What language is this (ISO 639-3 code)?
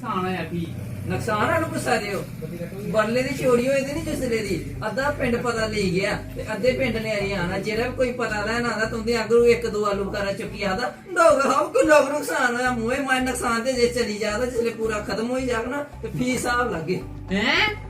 doi